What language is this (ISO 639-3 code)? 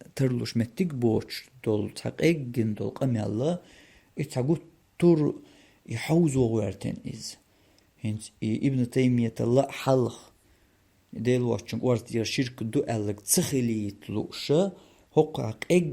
che